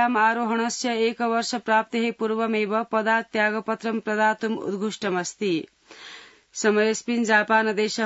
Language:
Sanskrit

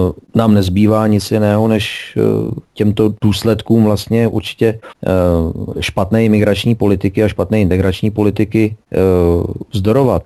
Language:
Czech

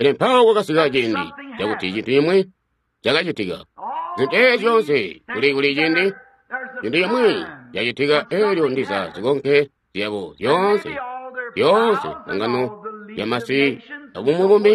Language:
Tonga (Zambia)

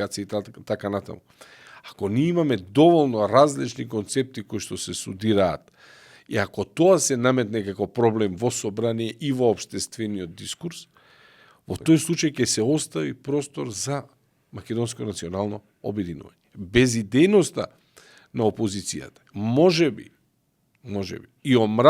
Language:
Macedonian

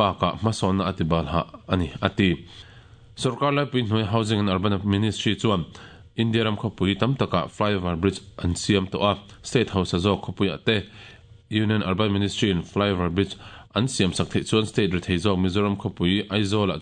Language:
Mizo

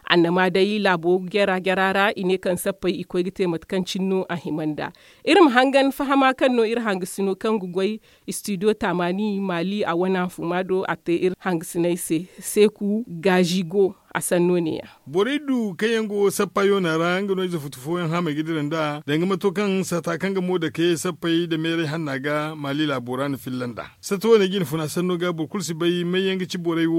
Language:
Zarma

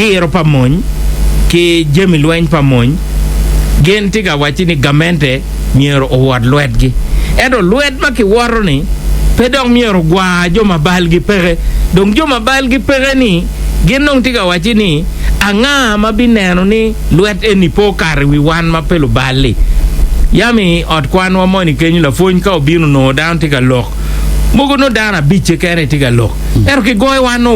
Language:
Acoli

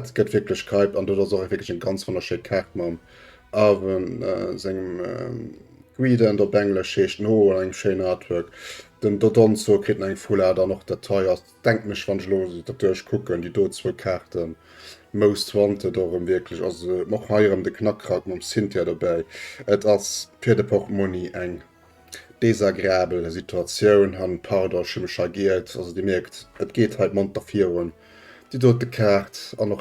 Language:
Luxembourgish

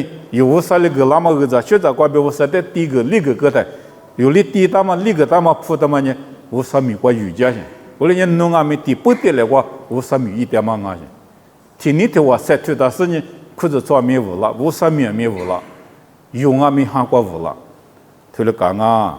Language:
Lisu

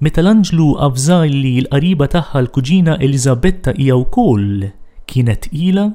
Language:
Maltese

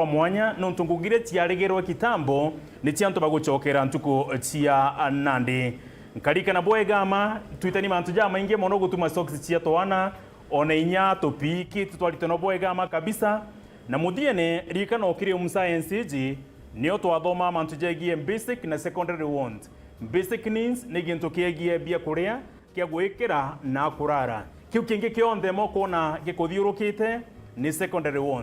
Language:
Meru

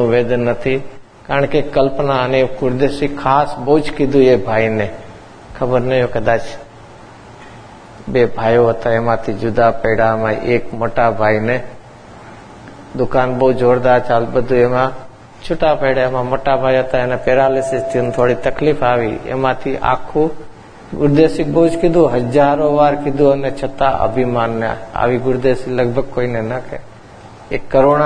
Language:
Gujarati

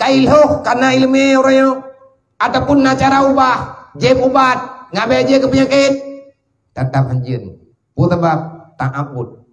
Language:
Achinese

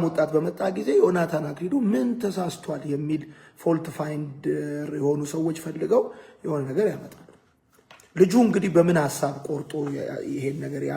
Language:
Amharic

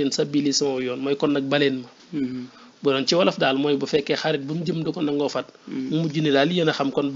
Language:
Wolof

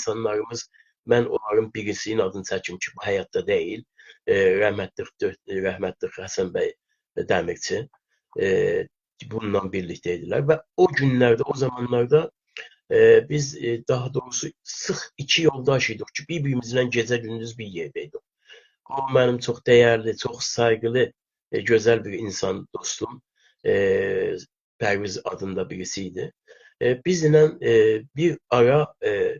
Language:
South Azerbaijani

